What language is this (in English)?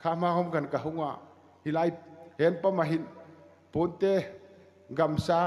Hmar